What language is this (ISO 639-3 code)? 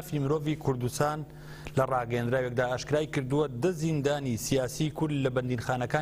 ckb